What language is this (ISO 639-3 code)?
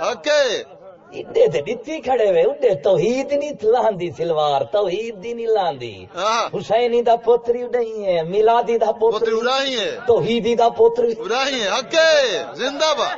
skr